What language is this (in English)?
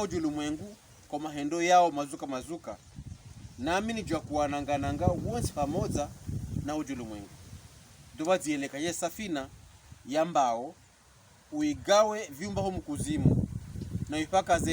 Pokomo